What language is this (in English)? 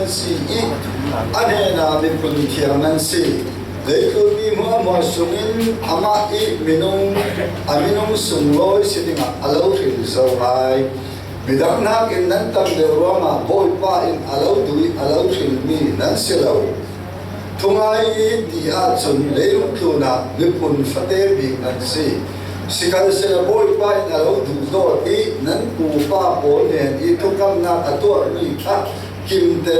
Falam Chin